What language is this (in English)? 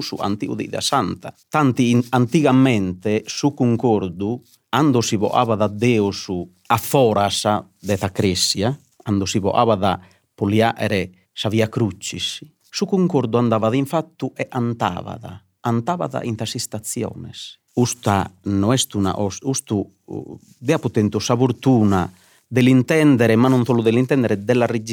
Sardinian